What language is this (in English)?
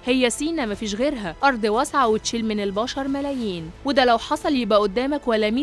Egyptian Arabic